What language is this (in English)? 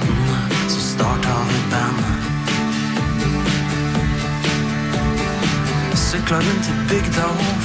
Norwegian